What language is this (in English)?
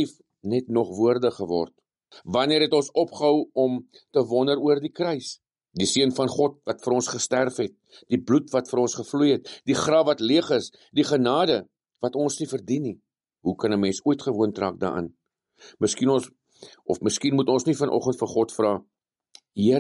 Afrikaans